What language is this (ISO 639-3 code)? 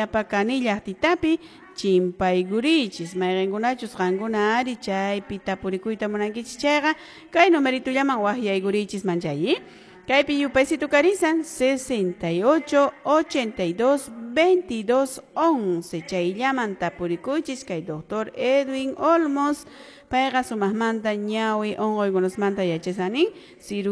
que